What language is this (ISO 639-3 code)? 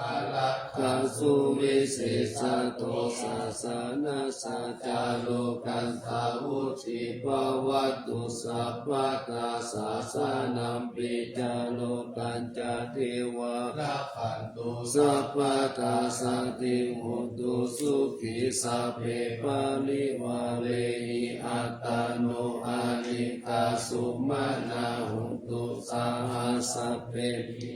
pli